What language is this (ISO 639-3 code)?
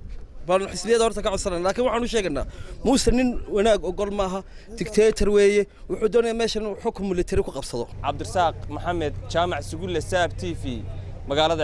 som